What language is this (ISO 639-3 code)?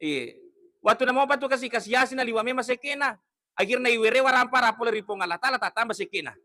bug